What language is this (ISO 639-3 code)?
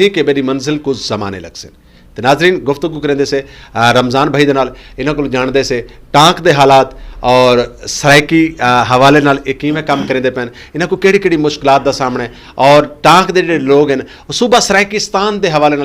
skr